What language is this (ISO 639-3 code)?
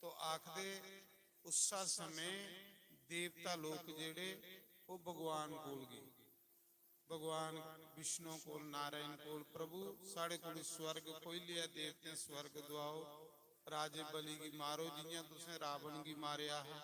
doi